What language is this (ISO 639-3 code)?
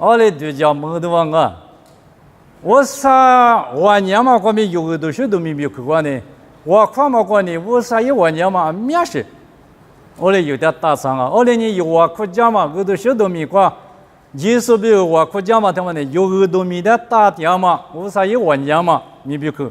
lis